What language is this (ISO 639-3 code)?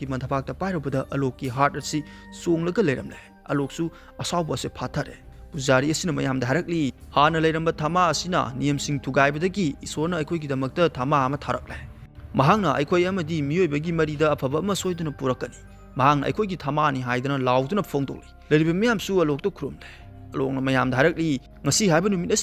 mni